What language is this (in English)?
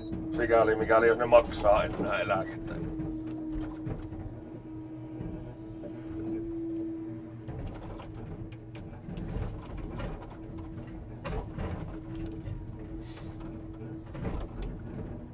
Finnish